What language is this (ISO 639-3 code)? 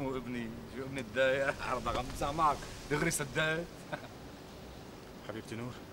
apc